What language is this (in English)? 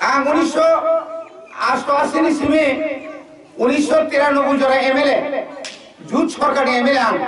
Kok Borok